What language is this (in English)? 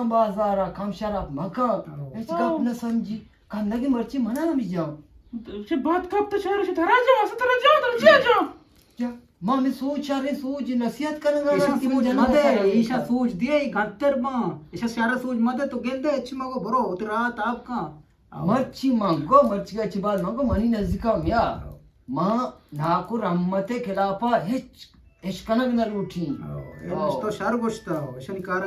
Eastern Balochi